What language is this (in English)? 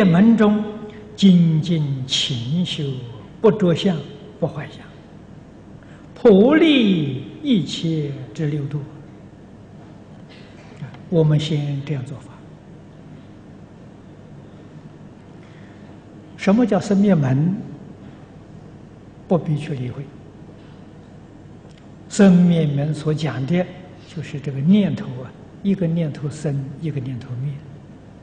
Chinese